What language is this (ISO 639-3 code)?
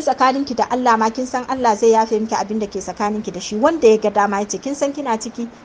hau